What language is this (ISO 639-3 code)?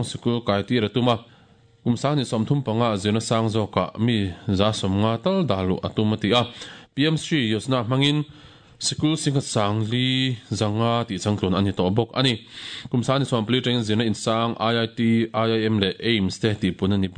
lus